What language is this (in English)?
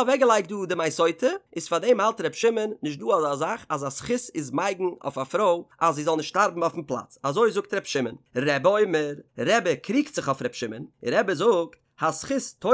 Yiddish